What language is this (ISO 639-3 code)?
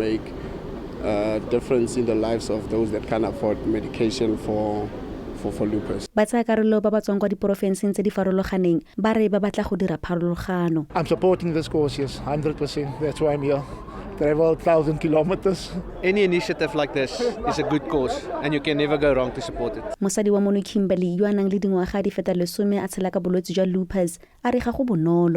tsn